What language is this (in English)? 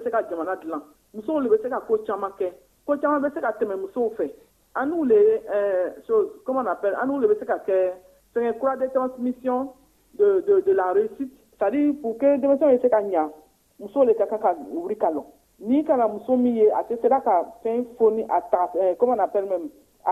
Bambara